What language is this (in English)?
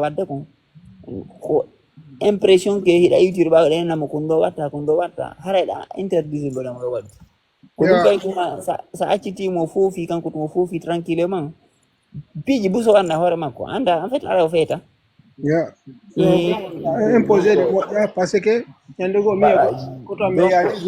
Fula